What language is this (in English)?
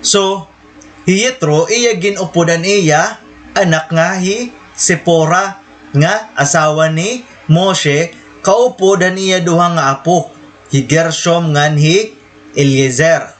Waray